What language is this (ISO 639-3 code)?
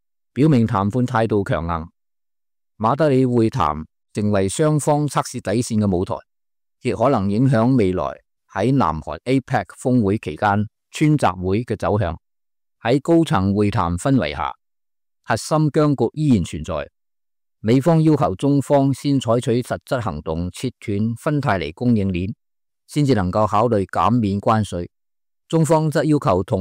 yue